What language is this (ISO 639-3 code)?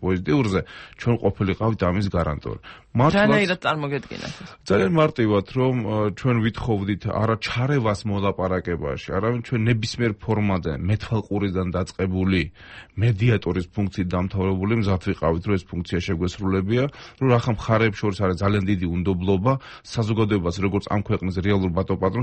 kat